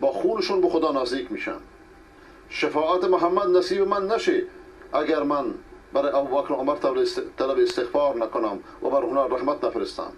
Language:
Persian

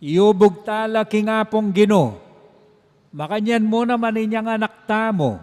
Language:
Pampanga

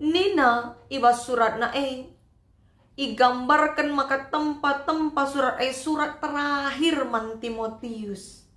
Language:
Batak Karo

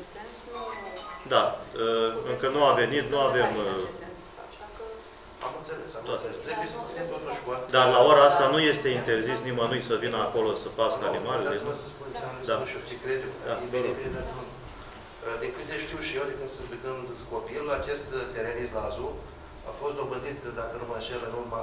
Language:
Romanian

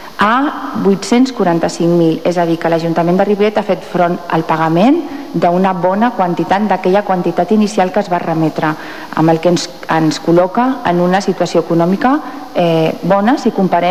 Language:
Catalan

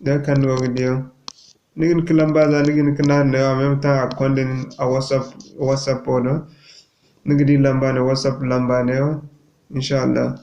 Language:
Zarma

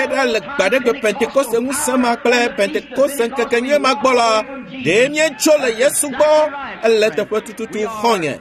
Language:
Ewe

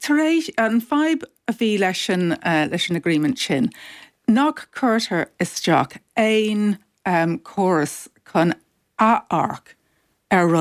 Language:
Irish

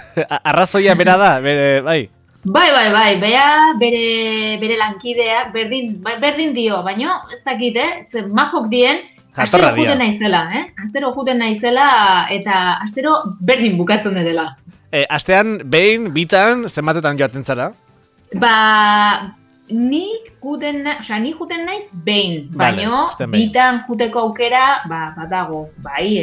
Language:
Basque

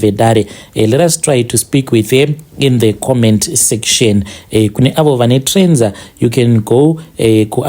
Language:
Shona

